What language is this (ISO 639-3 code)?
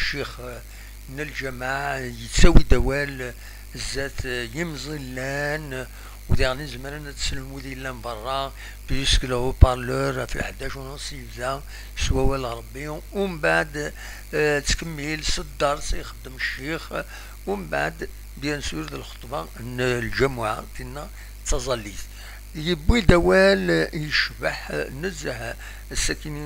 kab